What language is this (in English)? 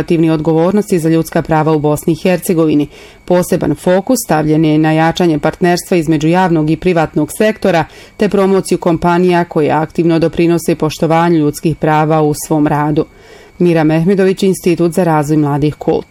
Bosnian